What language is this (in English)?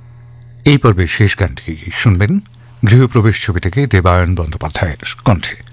Bangla